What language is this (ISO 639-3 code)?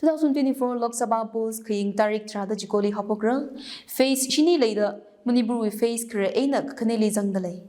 nmf